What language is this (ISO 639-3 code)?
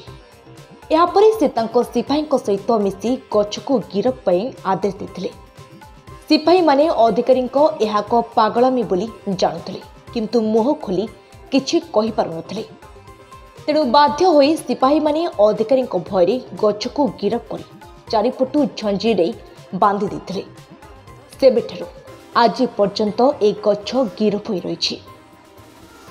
ori